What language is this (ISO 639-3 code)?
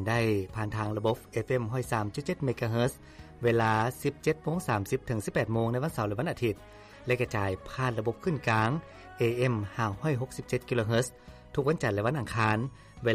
lao